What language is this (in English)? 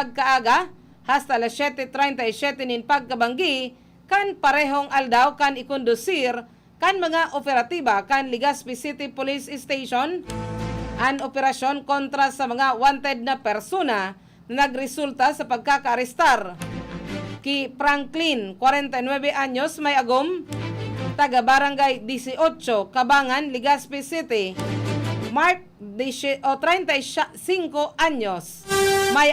Bikol